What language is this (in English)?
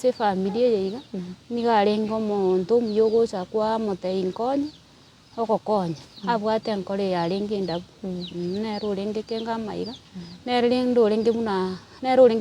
Gusii